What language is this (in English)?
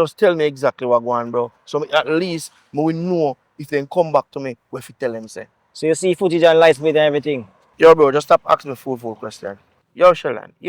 Jamaican Creole English